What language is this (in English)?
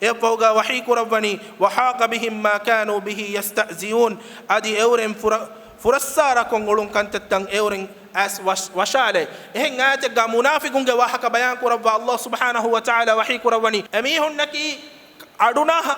Divehi